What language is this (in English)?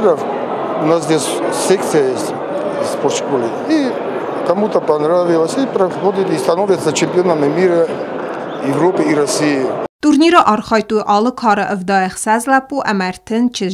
Ossetic